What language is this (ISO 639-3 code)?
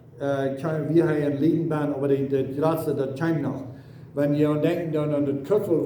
pdt